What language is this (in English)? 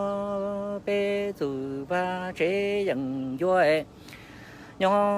Hmong